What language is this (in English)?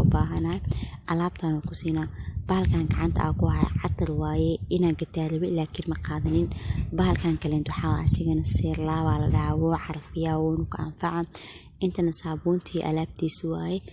Somali